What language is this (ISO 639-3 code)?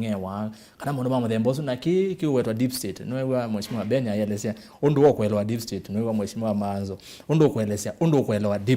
kam